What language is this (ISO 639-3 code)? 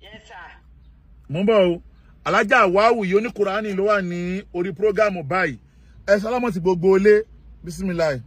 yor